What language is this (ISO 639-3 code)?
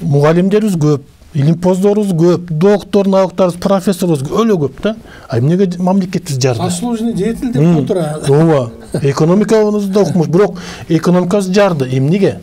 kir